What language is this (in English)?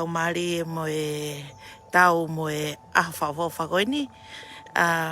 Tongan